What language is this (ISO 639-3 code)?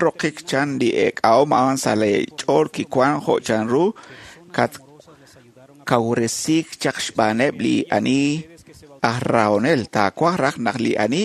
kek